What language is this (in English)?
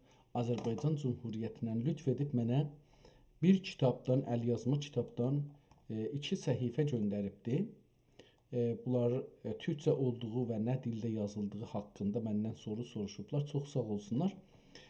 South Azerbaijani